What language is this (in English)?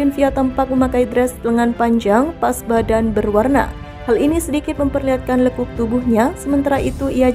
Indonesian